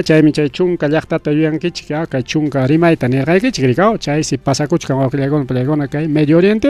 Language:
Ayacucho Quechua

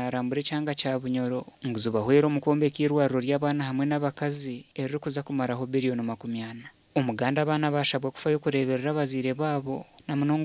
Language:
Nyankole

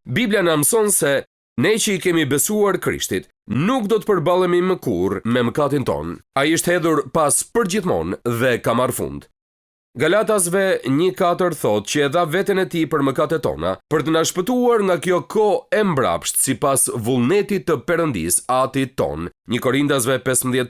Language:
Albanian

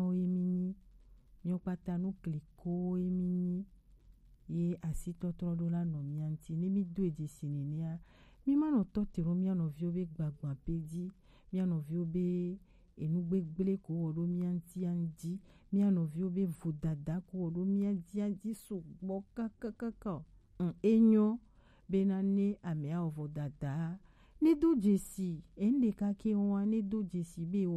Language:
Gen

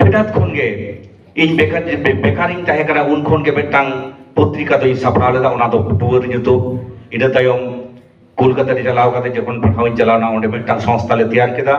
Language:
Santali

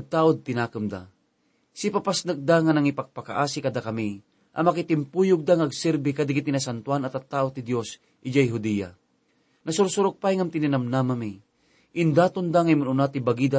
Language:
Iloko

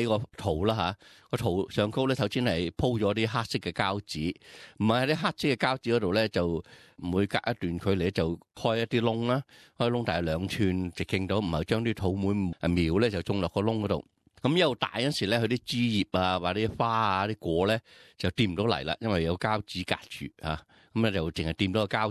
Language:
Cantonese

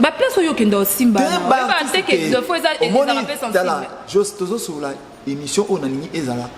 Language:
Lingala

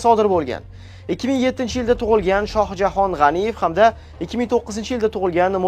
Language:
Uzbek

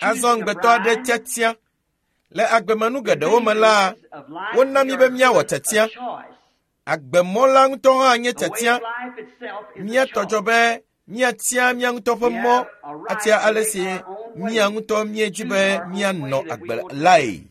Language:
Ewe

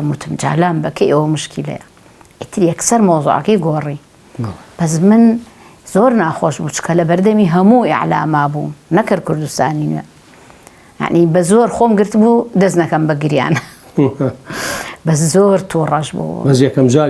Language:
Central Kurdish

